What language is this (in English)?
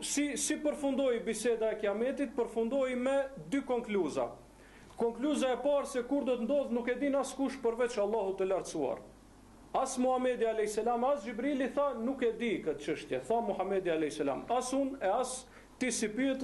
Albanian